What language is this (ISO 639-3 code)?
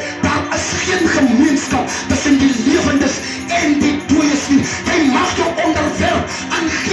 afr